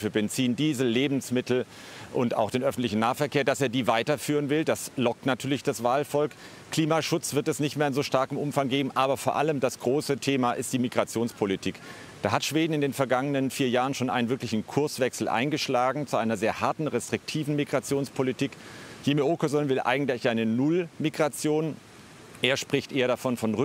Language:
German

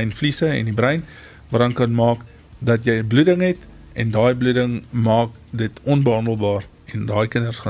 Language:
Afrikaans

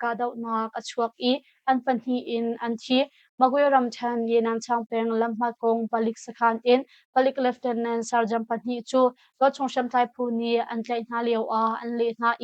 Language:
Hakha Chin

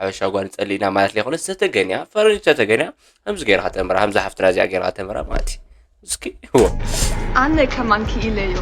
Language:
Tigrinya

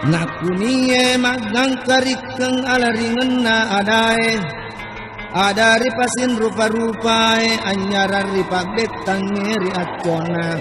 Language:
Buginese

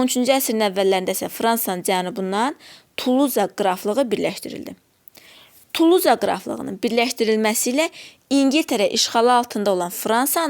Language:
Azerbaijani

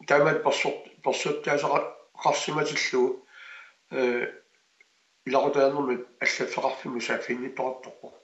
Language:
Kalaallisut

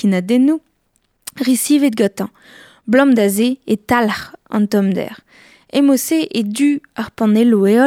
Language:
Breton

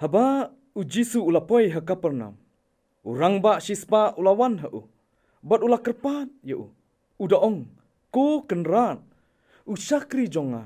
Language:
Khasi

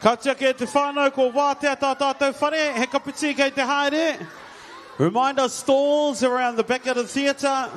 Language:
Māori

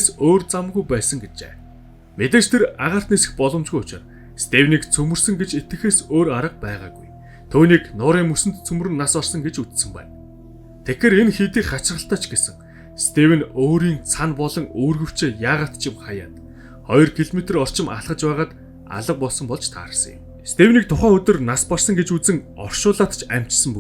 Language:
Mongolian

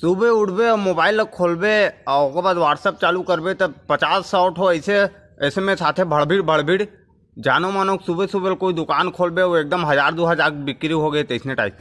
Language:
Chhattisgarhi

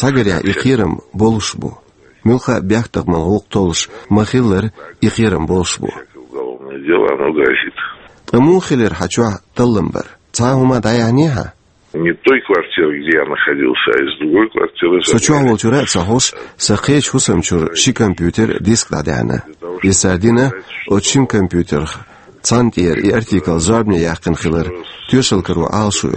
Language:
Chechen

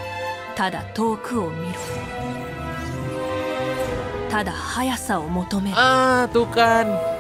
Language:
Indonesian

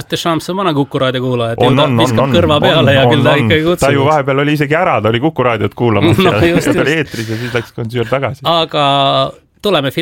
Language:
Estonian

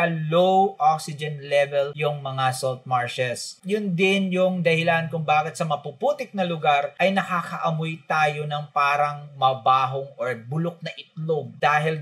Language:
Filipino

